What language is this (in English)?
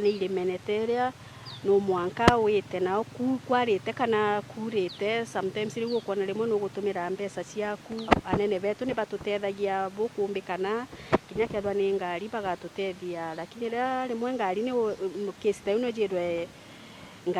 Meru